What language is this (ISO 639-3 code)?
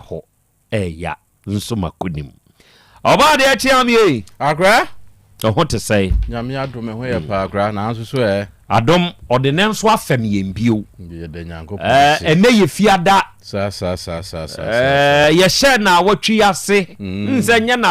aka